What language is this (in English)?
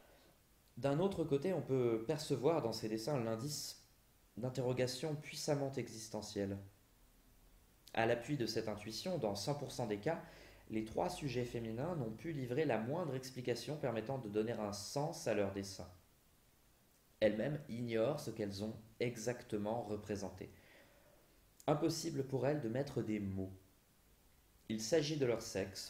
French